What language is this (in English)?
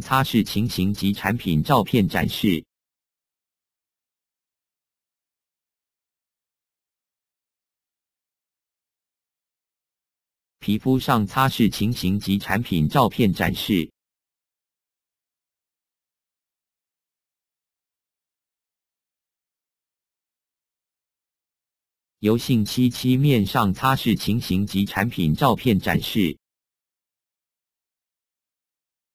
Chinese